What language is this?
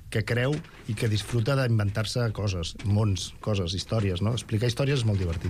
Catalan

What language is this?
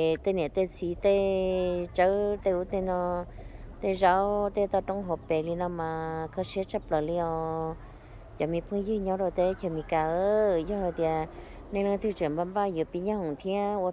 Hmong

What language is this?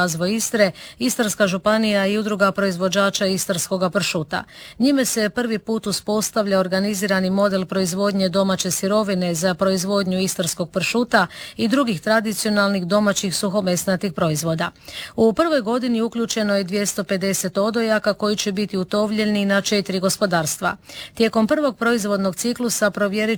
Croatian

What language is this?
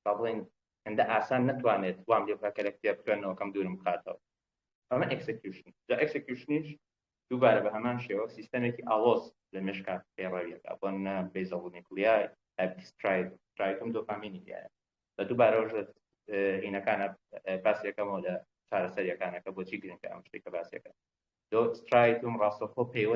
Central Kurdish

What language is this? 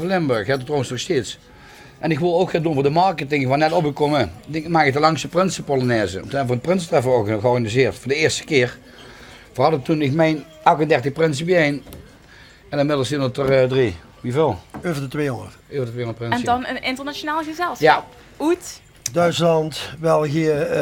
Limburgish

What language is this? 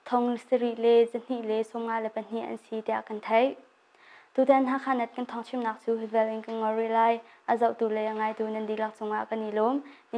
Hakha Chin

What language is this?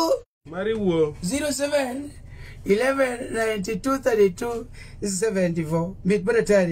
Luo (Kenya and Tanzania)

